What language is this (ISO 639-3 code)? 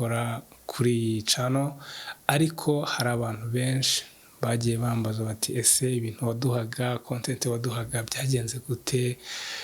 kin